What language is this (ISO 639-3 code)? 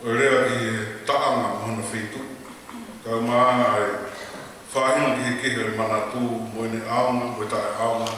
ton